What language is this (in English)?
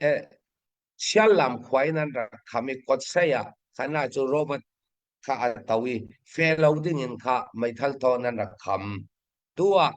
Hakha Chin